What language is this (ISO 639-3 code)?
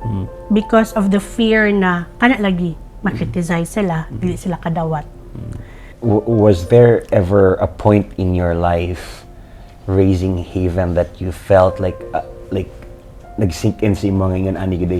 ceb